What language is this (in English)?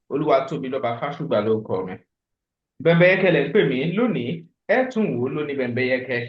Yoruba